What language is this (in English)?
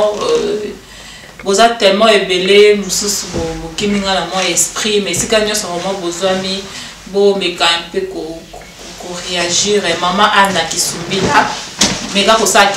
Lingala